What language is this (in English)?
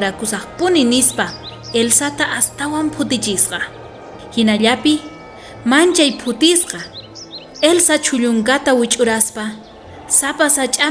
South Bolivian Quechua